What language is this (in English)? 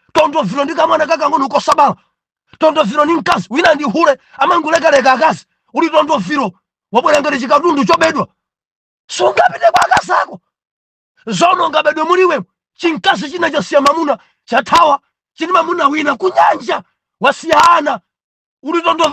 Nyanja